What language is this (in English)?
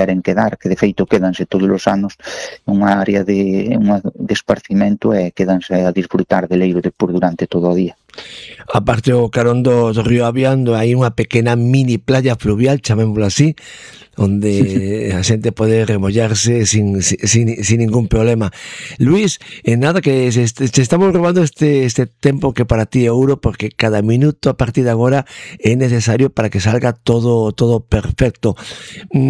Galician